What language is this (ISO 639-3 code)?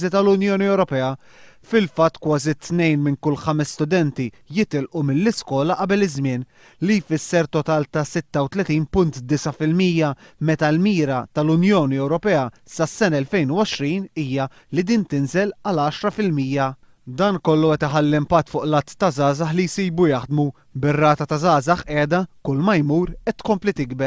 mlt